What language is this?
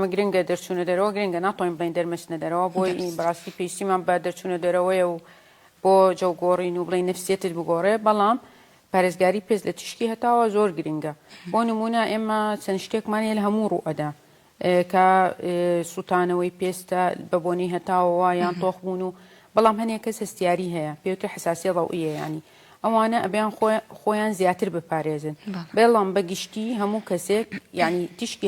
Central Kurdish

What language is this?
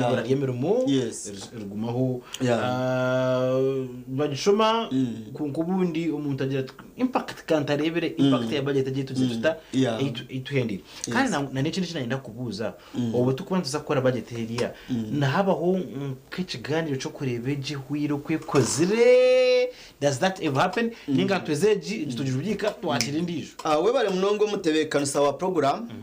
Nyankole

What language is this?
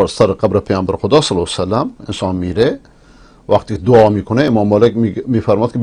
Persian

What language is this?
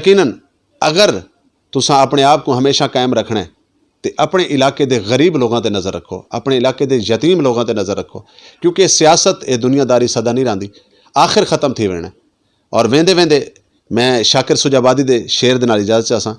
Saraiki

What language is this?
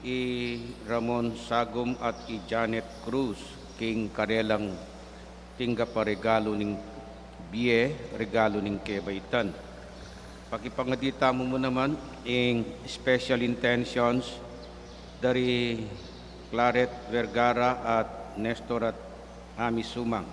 Pampanga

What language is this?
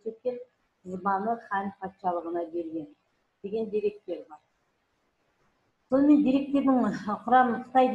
Kazakh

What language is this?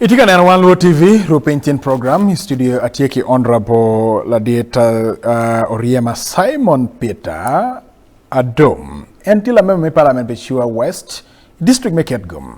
Acoli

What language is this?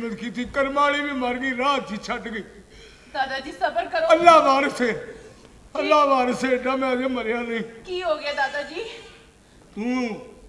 Punjabi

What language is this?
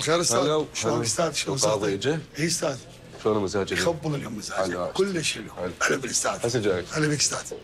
Mesopotamian Arabic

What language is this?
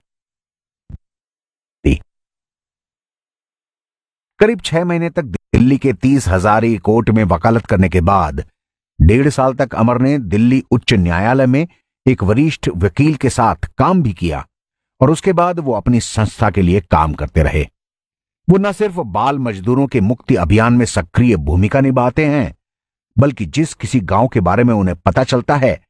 Hindi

